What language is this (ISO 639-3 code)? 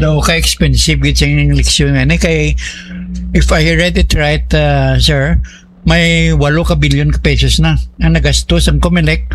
hil